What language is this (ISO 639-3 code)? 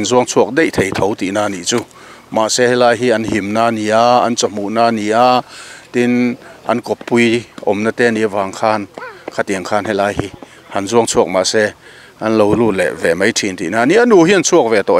lus